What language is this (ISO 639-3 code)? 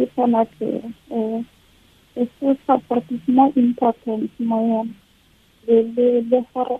tsn